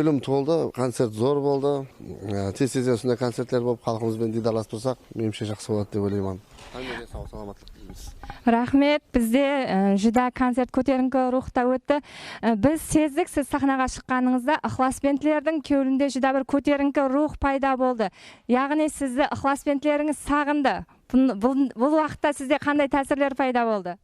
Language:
Kara-Kalpak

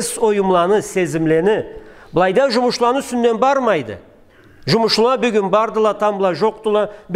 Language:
Karachay-Balkar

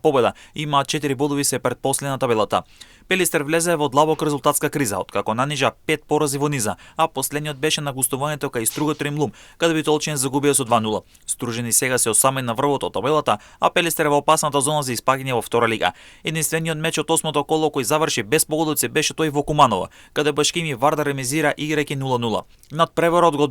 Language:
Macedonian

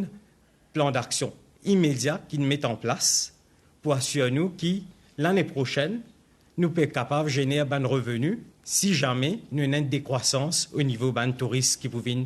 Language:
Morisyen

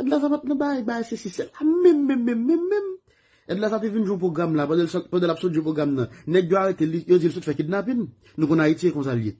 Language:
Haitian Creole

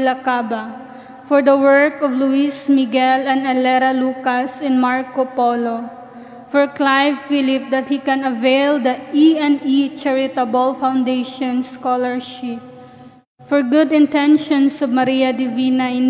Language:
Cebuano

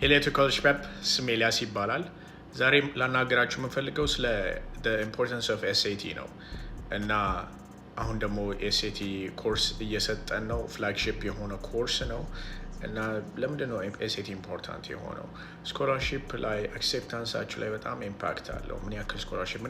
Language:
Amharic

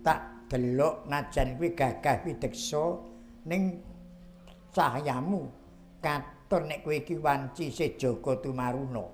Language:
Javanese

